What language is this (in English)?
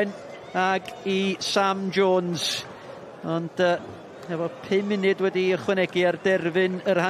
Welsh